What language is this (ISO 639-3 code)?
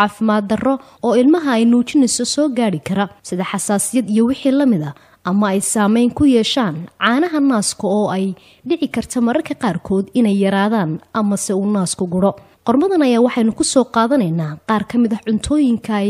som